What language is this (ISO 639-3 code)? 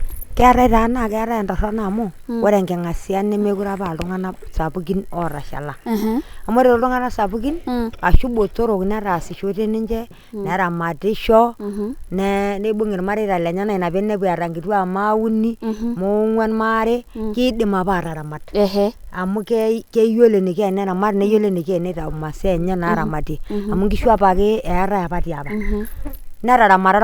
mas